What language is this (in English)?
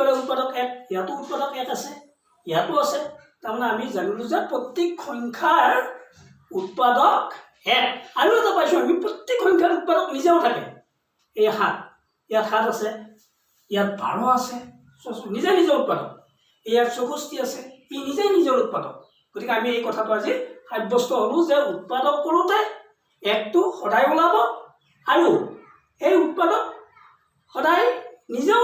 Assamese